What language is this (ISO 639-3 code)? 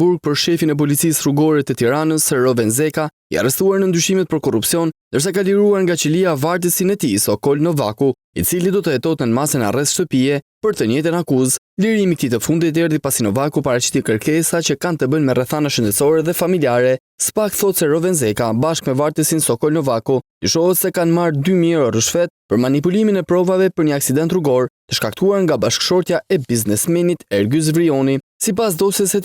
sqi